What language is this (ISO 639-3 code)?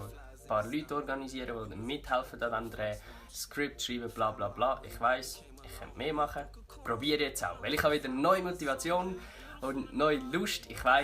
gsw